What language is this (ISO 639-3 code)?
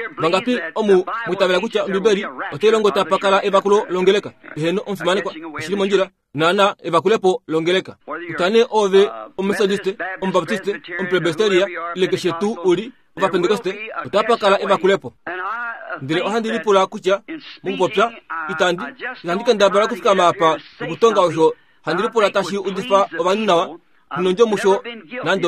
kua